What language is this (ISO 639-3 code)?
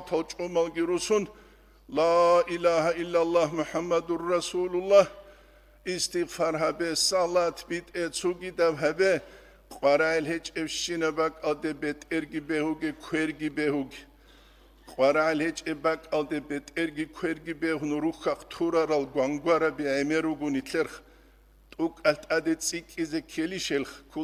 ava